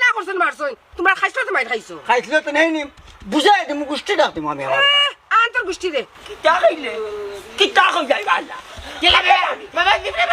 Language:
Sylheti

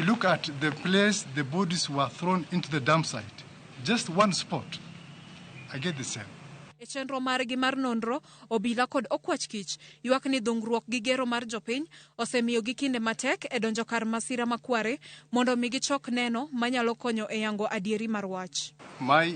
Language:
Luo (Kenya and Tanzania)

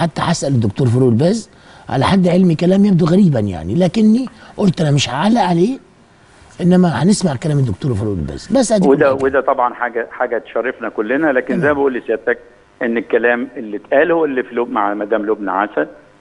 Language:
Egyptian Arabic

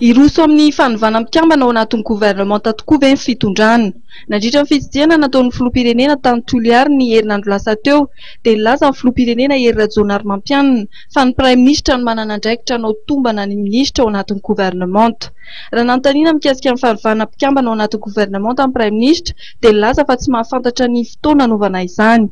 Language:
Malagasy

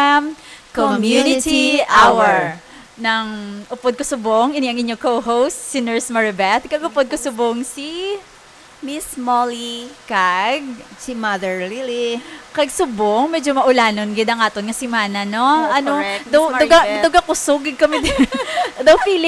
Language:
Hiligaynon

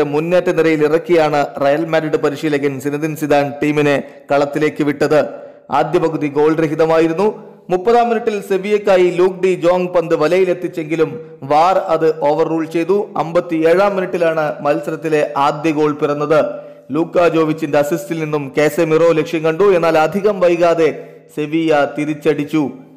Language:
Malayalam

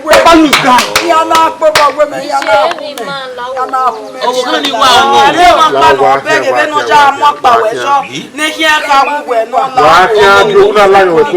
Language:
Bini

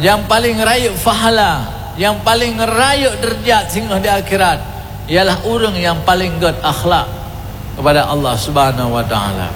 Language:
Achinese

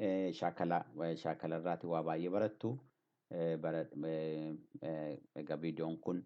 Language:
Oromo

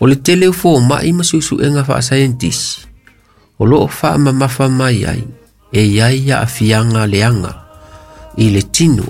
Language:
Samoan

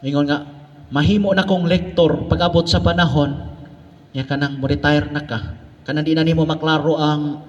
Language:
Cebuano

